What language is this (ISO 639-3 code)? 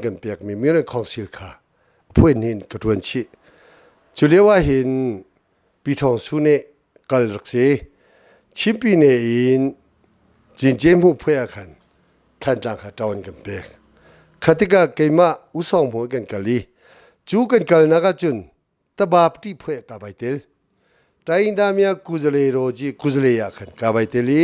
cnh